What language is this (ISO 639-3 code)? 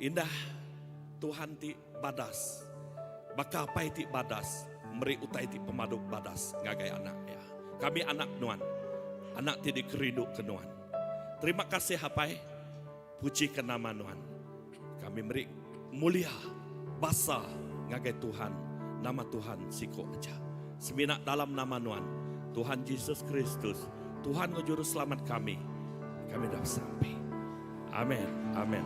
iba